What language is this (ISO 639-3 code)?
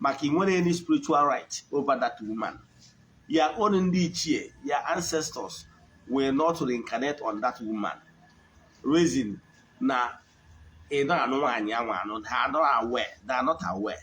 ibo